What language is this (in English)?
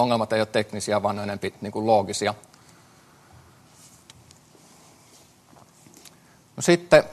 Finnish